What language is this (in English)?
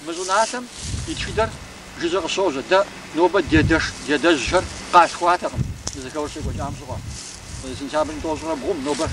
Kabardian